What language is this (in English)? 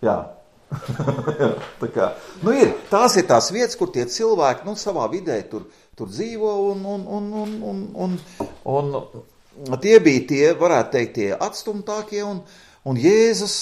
Latvian